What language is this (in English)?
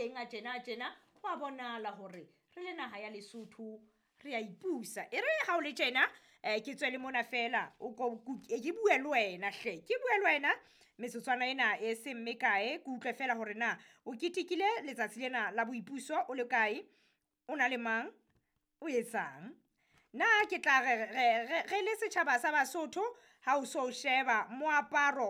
Southern Sotho